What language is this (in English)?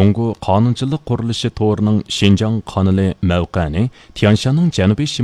Uyghur